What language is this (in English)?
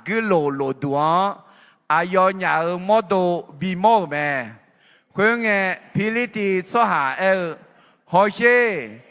Akha